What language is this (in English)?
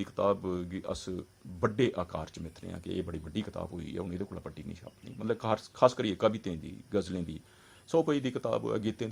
Dogri